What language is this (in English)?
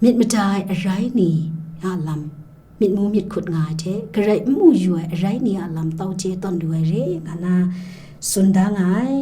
Kachin